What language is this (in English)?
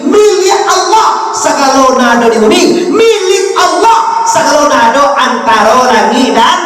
Minangkabau